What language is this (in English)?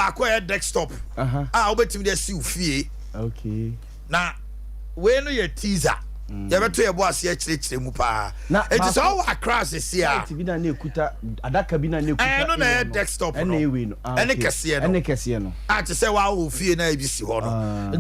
Akan